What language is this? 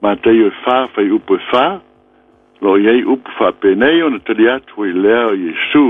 Samoan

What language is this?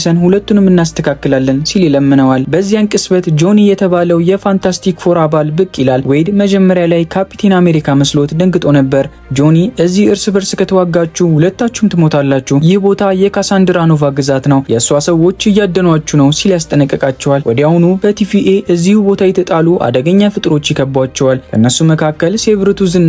Amharic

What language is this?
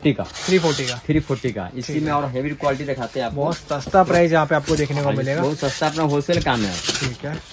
Hindi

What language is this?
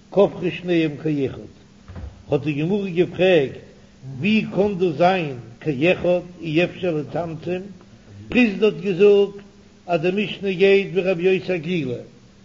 Yiddish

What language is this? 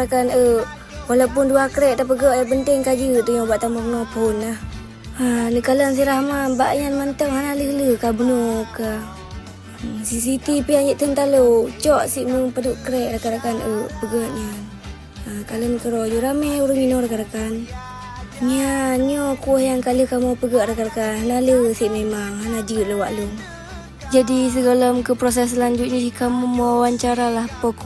Achinese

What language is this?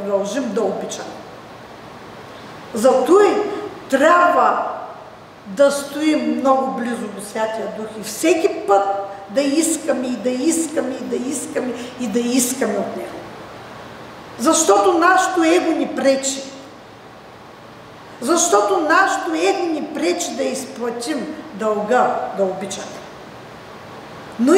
Bulgarian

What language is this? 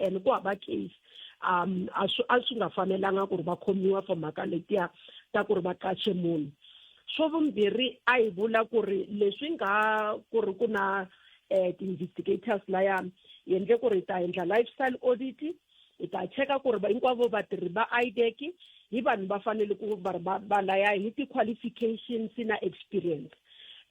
Tsonga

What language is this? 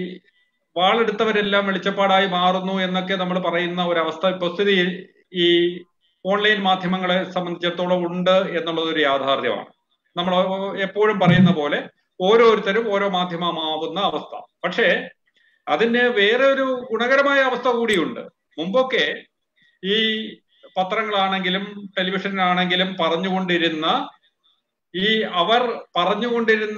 Malayalam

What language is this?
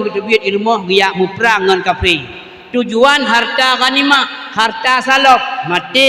Achinese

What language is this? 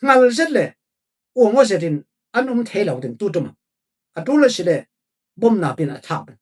Falam Chin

